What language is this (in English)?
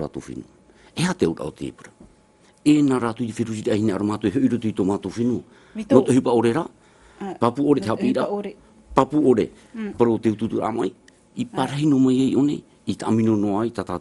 Tahitian